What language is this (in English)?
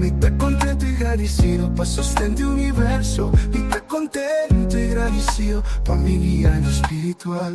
Papiamento